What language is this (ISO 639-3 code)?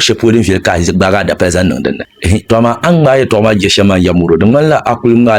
dag